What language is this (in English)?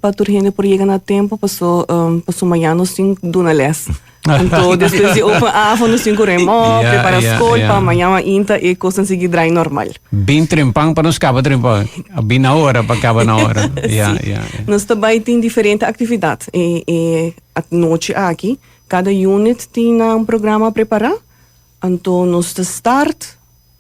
Papiamento